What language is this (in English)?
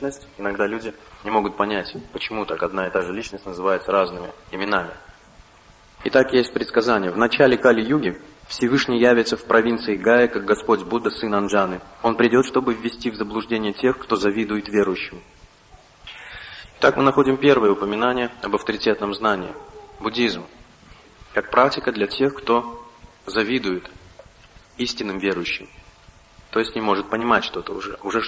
Russian